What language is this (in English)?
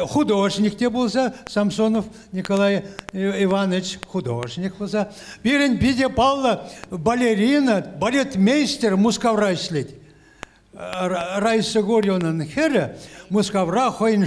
Chuvash